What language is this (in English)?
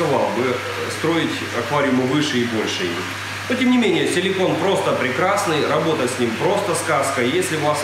Russian